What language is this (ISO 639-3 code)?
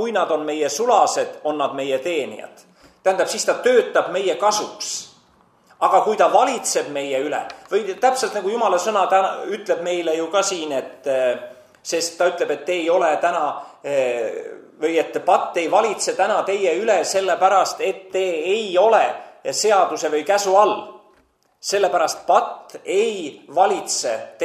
est